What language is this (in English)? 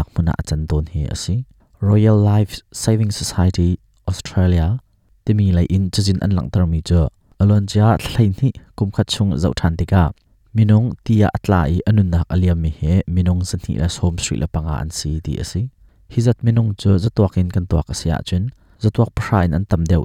Hakha Chin